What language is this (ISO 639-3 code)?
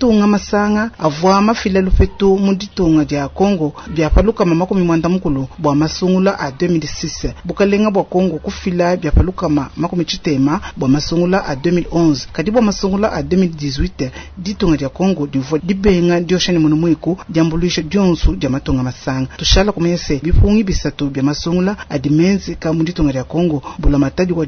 lua